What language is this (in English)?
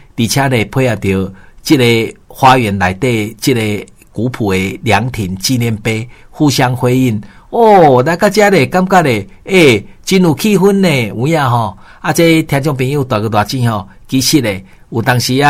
Min Nan Chinese